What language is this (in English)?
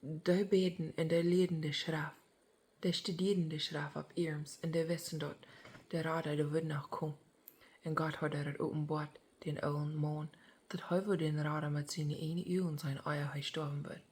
Plautdietsch